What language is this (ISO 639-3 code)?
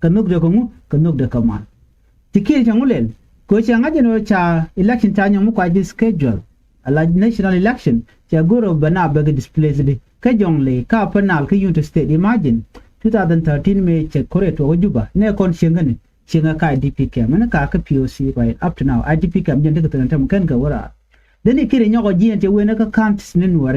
nus